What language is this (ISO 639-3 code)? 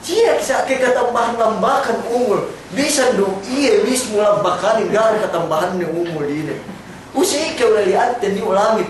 yka